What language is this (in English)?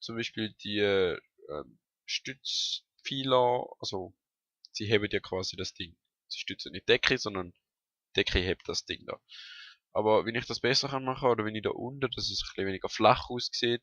Swiss German